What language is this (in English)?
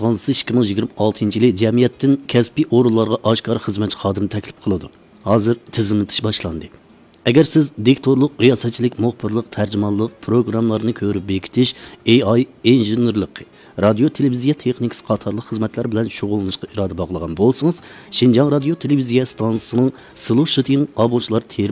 Uyghur